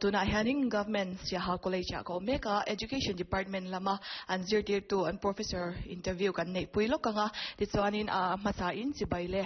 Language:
Mizo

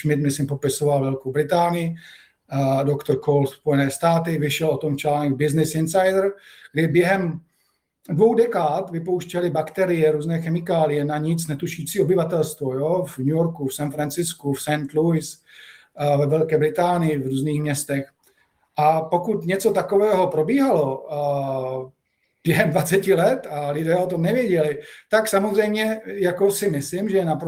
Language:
Czech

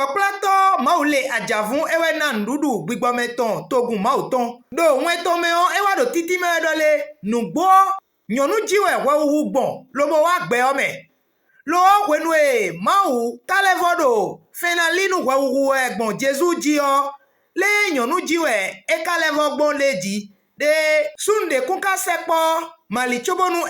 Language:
Fon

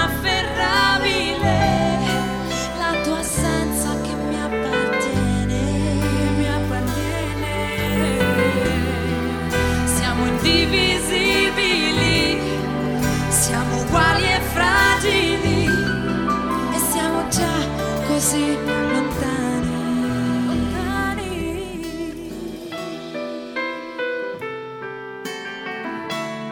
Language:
Italian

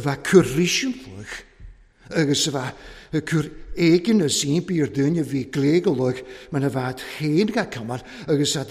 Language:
Welsh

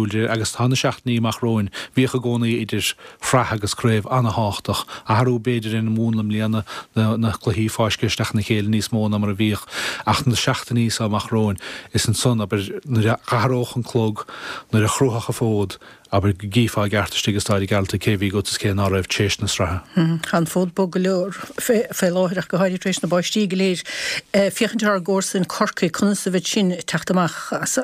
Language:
Irish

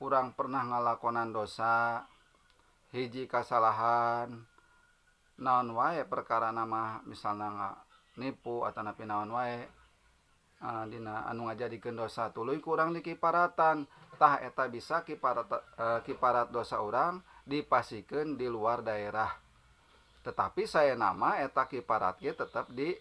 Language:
Sundanese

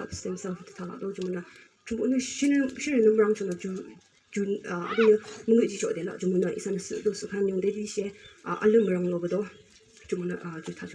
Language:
Yimchungru Naga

